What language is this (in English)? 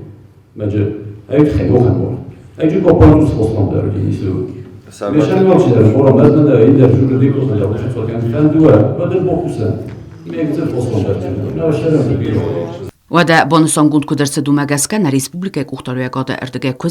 Ossetic